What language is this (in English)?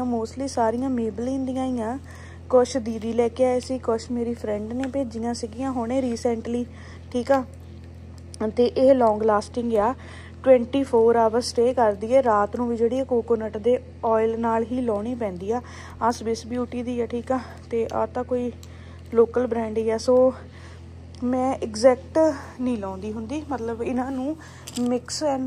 Punjabi